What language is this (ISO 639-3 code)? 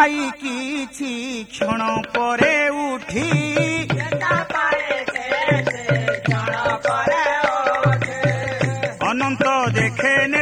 ori